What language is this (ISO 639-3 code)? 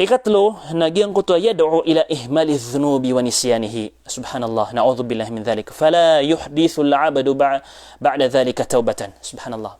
mrw